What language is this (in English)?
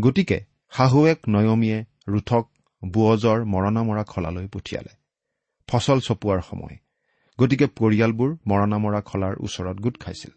Assamese